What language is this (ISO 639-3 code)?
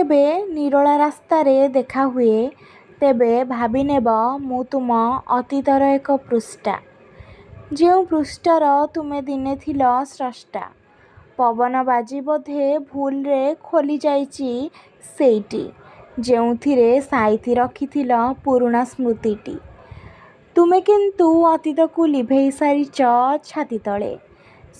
ori